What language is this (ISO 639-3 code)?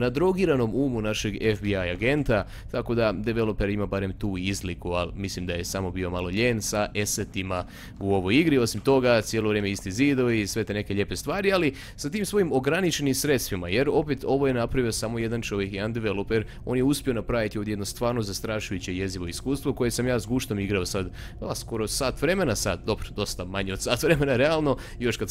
hrv